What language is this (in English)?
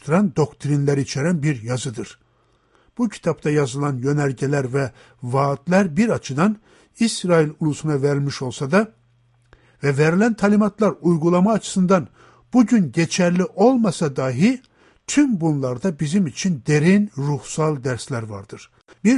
Turkish